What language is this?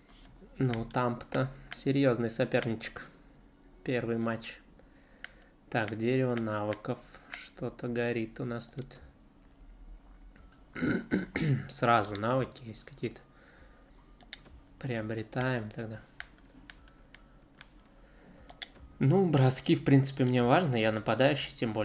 Russian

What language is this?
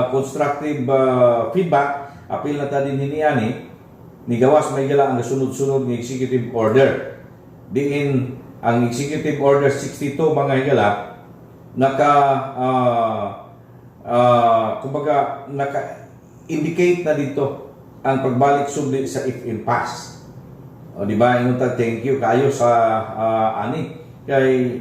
Cebuano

